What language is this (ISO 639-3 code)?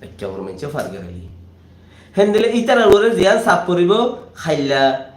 rhg